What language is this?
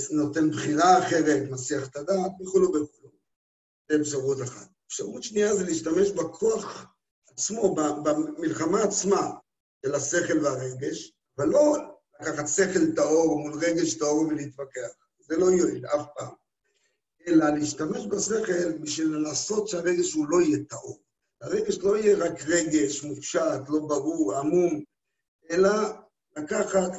Hebrew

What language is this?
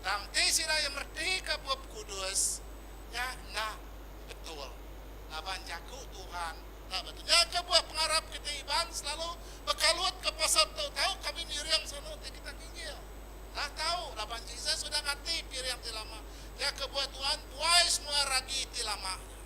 Iban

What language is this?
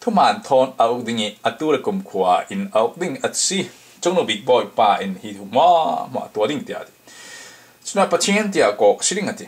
Falam Chin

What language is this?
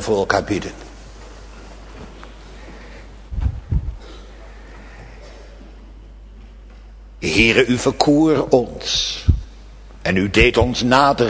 Dutch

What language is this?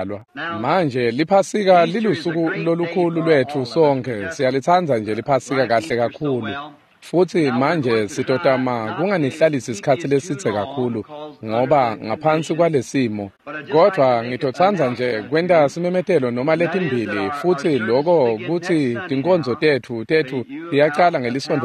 Swati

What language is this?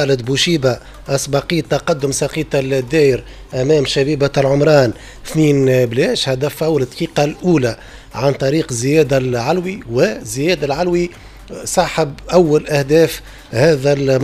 Tunisian Arabic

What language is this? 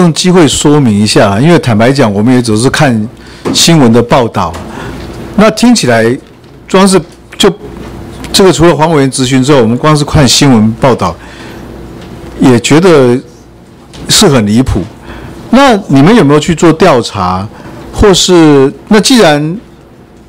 Chinese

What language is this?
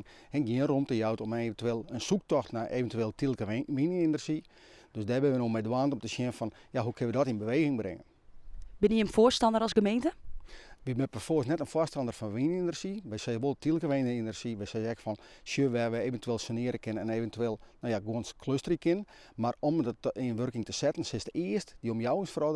Western Frisian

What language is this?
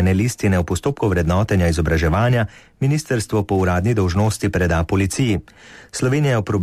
Slovenian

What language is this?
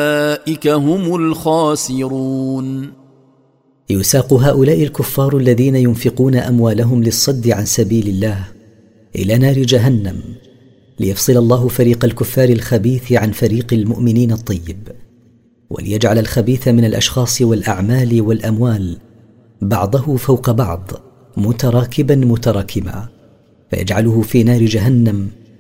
Arabic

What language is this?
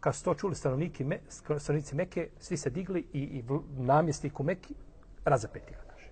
Bosnian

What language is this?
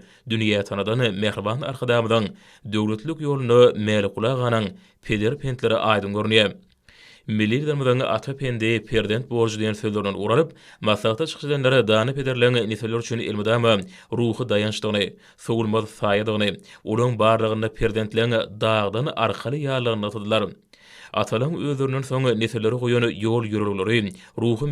Turkmen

